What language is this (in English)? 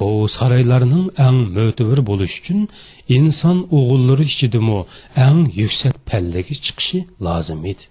Uyghur